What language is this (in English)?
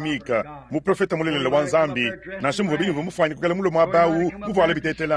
Luba-Lulua